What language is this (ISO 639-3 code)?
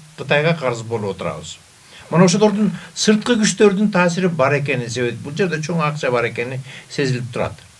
kir